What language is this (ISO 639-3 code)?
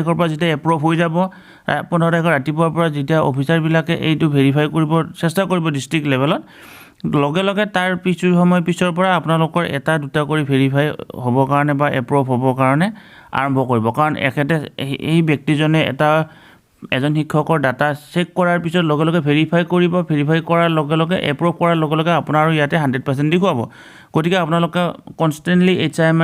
asm